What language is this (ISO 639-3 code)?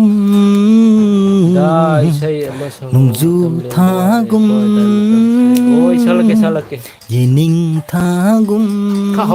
mni